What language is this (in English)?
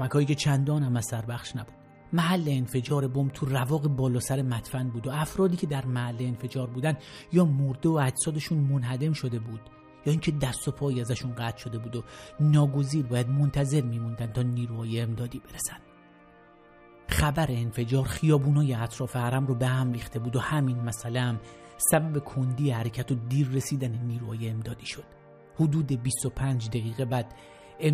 Persian